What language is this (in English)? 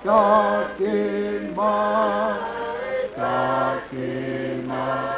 Tongan